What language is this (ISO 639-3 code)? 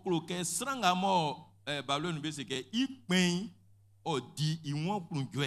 bci